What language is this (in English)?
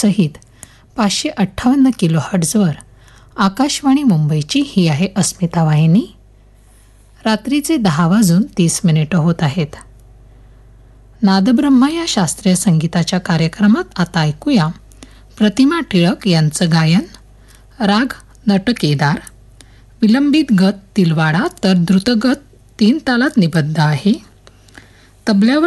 Marathi